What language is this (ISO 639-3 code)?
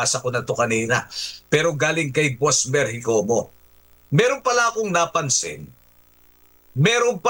fil